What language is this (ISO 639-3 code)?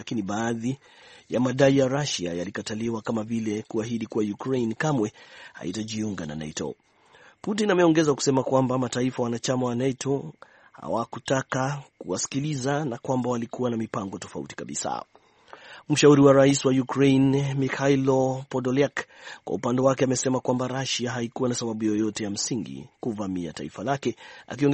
swa